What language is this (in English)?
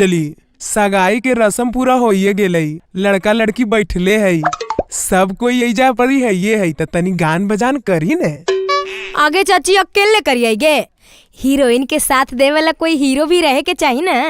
Magahi